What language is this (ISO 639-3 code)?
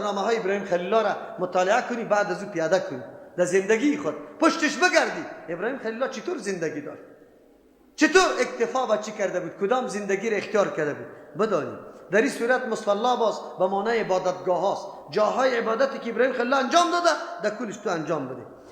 fas